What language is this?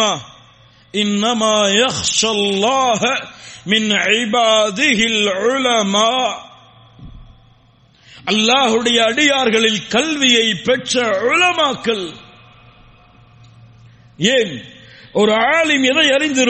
Tamil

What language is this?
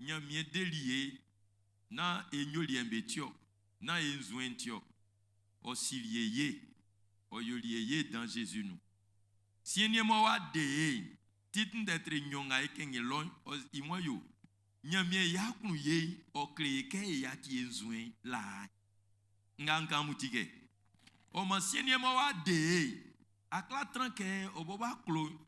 Baoulé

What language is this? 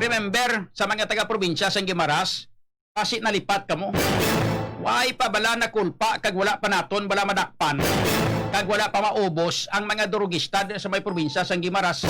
Hiligaynon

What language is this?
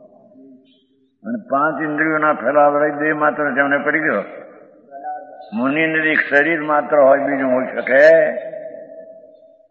Gujarati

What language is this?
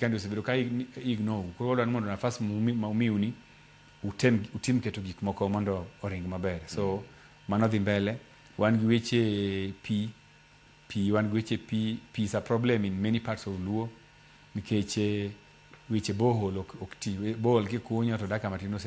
Luo (Kenya and Tanzania)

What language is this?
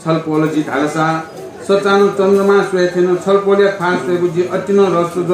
Newari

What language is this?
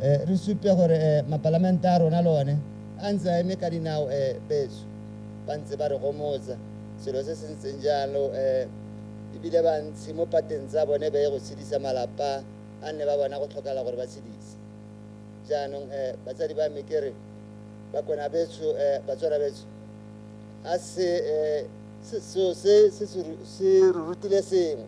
Tswana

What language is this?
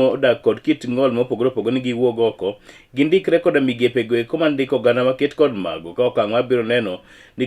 Luo (Kenya and Tanzania)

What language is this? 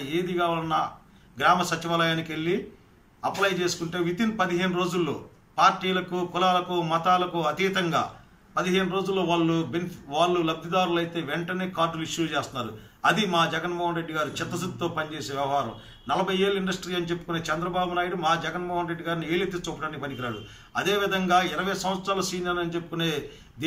Telugu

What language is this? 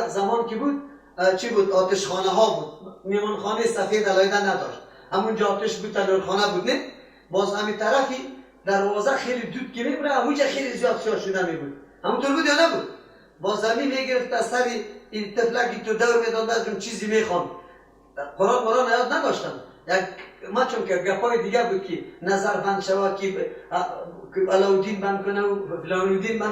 Persian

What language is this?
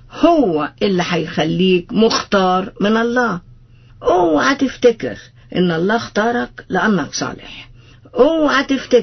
Egyptian Arabic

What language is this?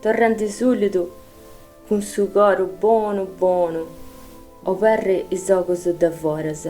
Sardinian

